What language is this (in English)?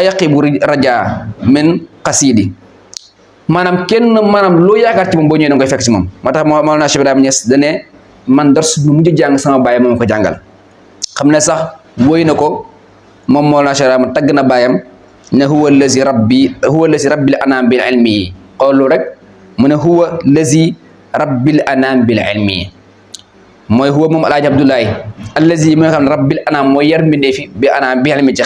Wolof